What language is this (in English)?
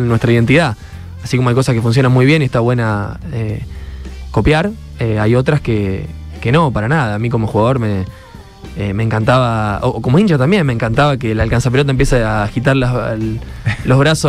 Spanish